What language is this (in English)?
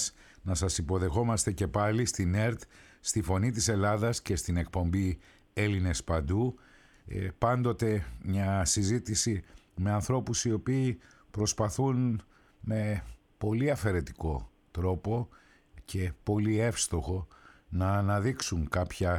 Greek